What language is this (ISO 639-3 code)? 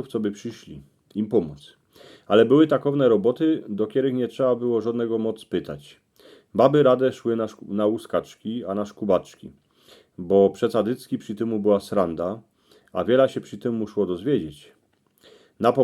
szl